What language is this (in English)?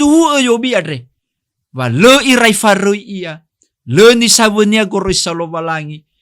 Nias